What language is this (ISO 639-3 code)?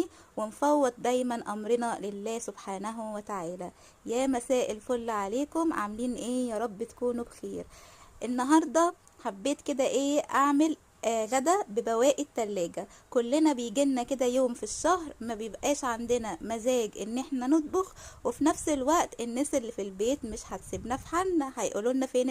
arz